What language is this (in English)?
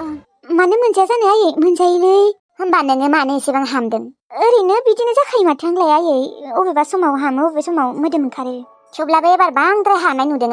Bodo